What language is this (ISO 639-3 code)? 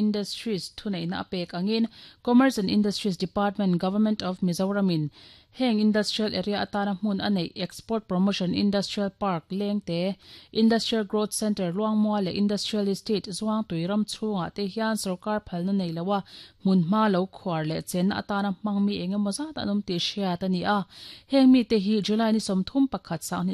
lus